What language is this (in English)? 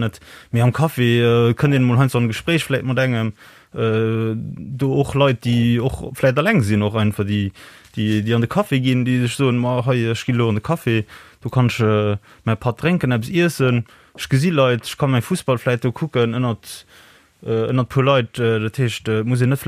Luxembourgish